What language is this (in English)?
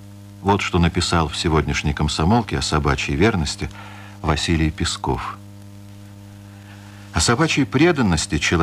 Russian